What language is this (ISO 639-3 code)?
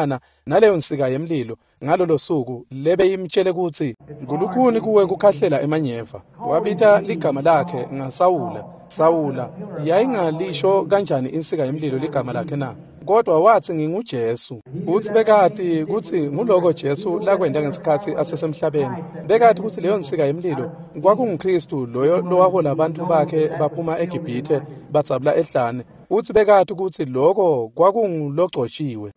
ssw